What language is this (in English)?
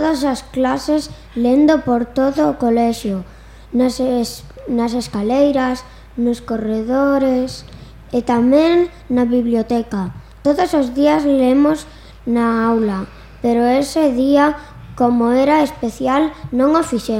Galician